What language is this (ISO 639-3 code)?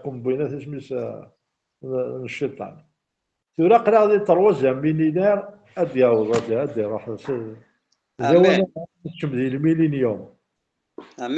kab